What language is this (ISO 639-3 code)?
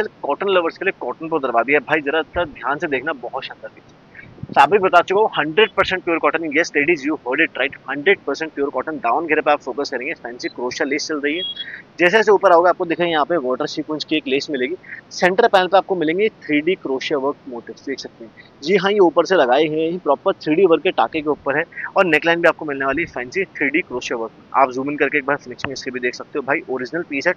hin